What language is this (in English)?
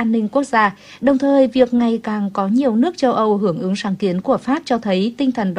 Vietnamese